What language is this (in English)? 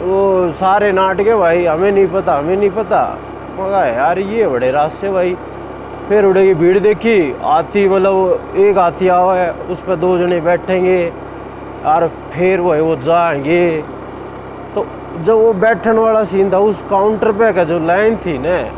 Haryanvi